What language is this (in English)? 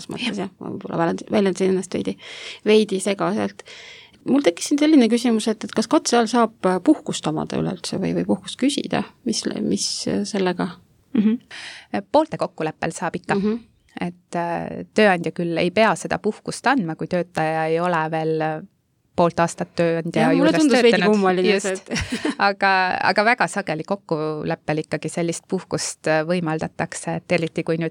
Estonian